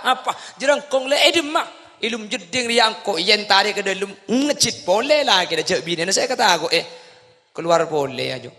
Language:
Madurese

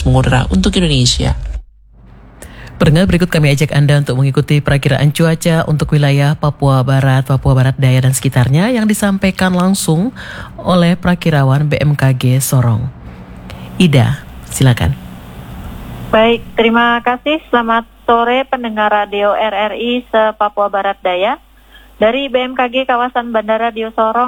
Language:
Indonesian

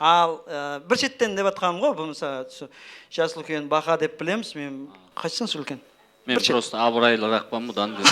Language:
Kara-Kalpak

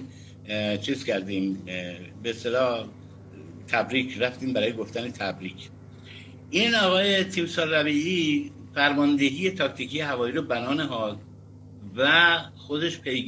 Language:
Persian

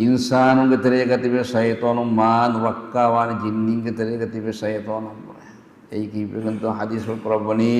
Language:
Divehi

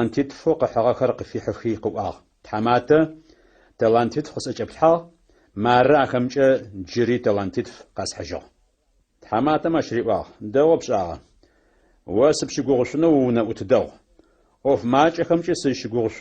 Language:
Adyghe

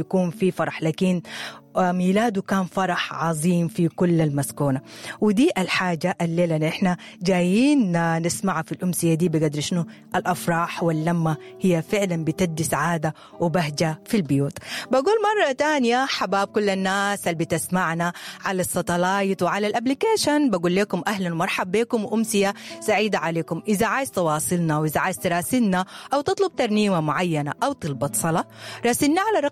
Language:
Sudanese Arabic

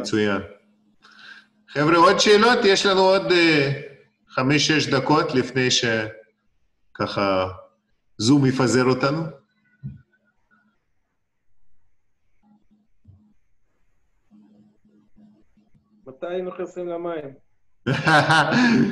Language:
Hebrew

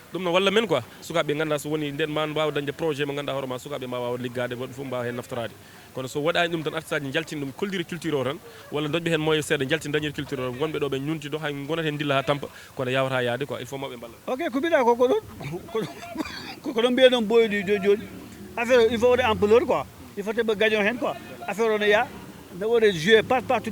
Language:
Fula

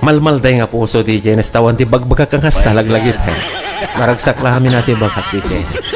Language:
Iloko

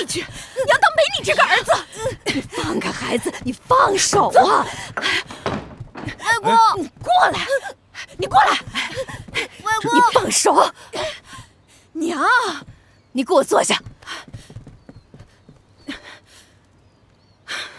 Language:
Chinese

